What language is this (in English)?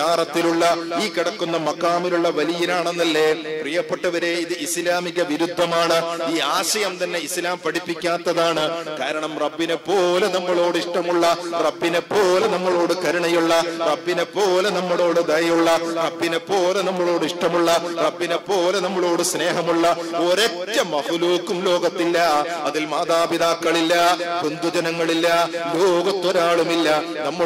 Malayalam